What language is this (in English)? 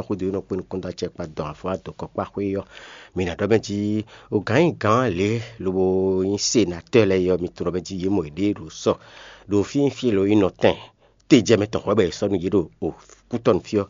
Fon